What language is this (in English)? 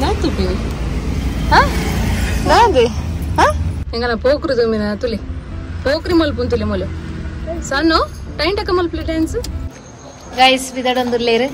Tulu